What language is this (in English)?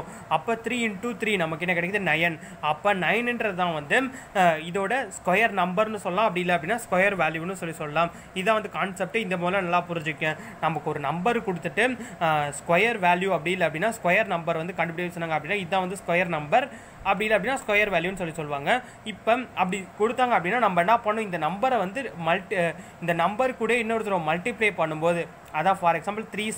Tamil